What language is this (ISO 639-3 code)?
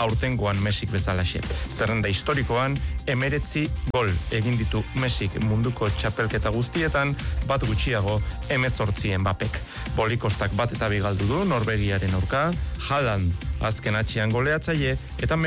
eus